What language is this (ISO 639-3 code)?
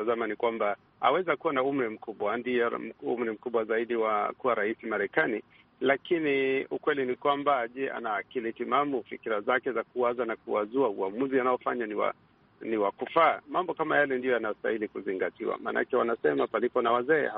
swa